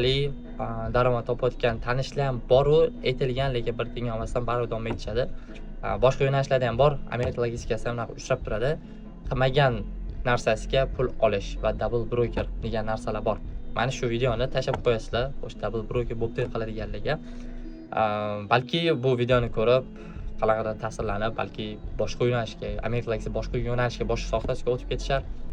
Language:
Uzbek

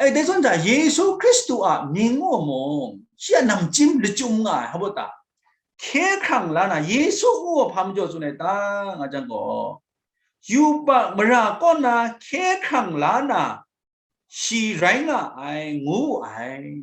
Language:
Kachin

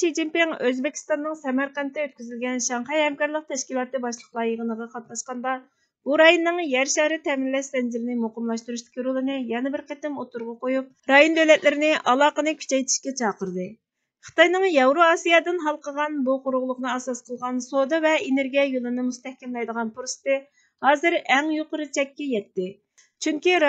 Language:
Uyghur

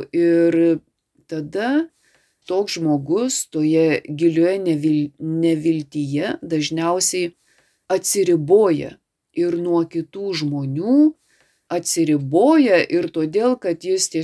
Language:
Lithuanian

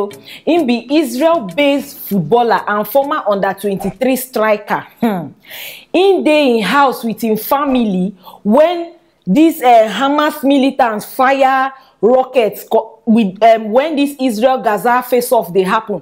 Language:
Nigerian Pidgin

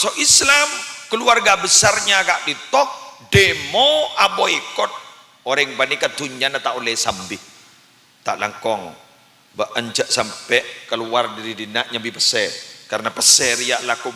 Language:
Madurese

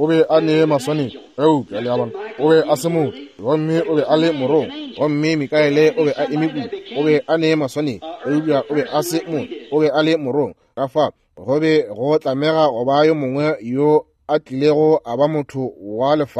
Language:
Northern Sotho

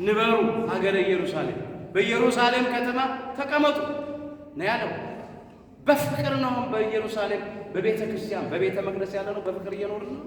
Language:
Amharic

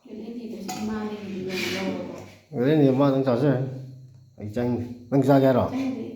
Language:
Manipuri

